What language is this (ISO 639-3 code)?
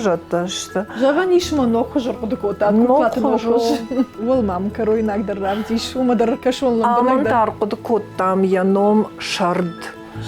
oss